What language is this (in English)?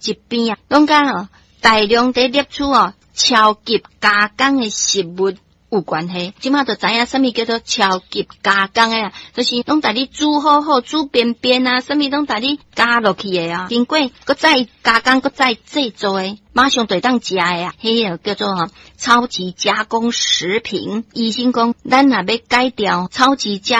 Min Nan Chinese